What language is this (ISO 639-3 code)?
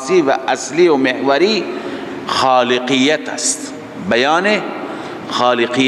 fas